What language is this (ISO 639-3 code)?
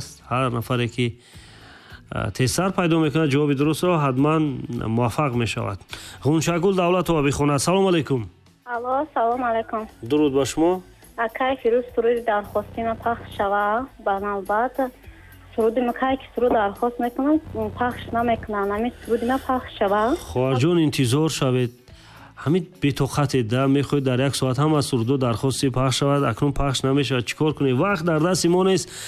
tgk